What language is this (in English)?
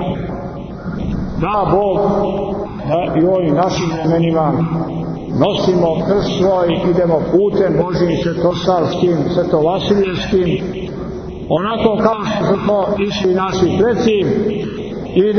Serbian